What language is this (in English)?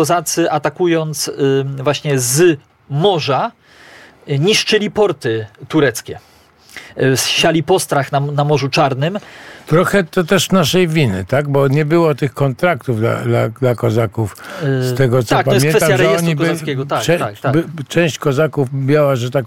Polish